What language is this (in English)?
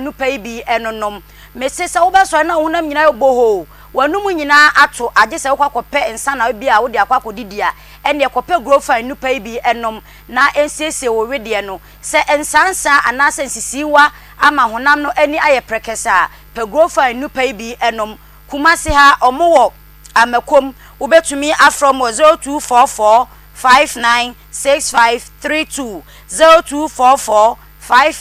Akan